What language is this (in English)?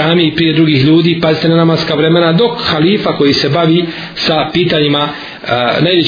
Bosnian